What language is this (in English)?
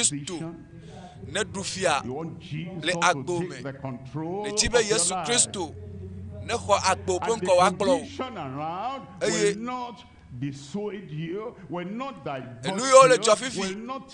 Ewe